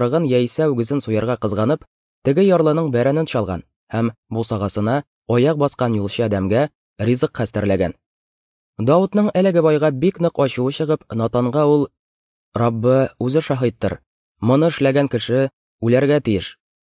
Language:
Tatar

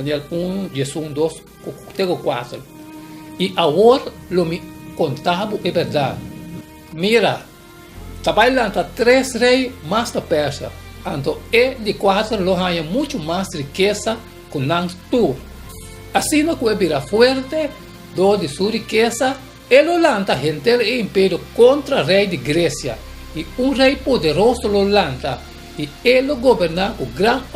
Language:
Papiamento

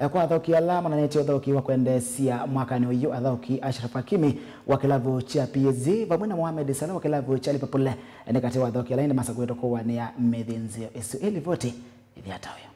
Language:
Kamba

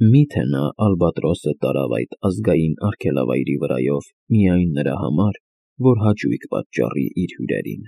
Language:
Armenian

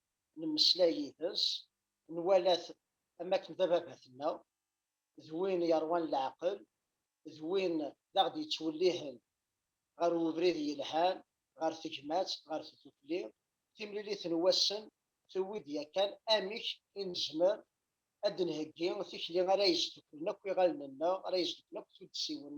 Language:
Kabyle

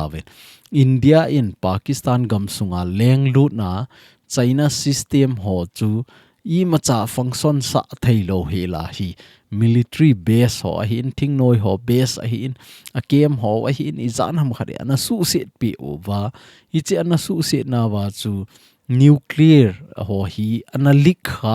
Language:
Thado Chin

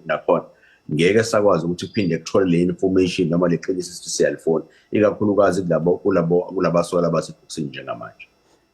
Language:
Zulu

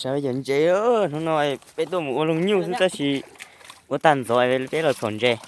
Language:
Hmong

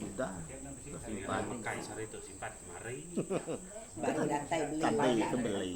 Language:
Iban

